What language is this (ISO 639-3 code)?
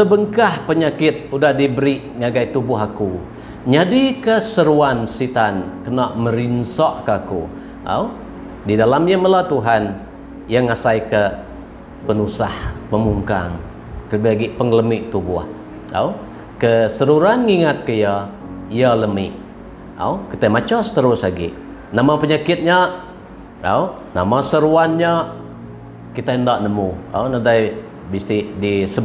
iba